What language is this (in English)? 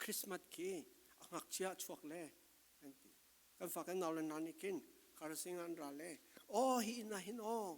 Falam Chin